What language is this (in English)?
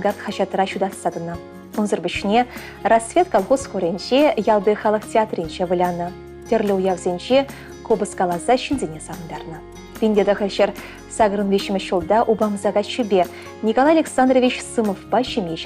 Chuvash